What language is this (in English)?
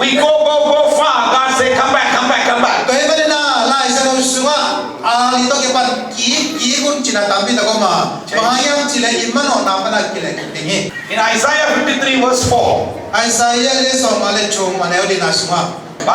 Tedim Chin